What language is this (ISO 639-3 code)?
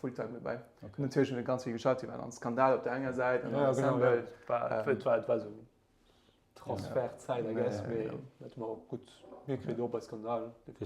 ltz